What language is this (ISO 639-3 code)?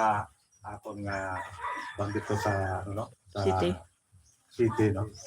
hil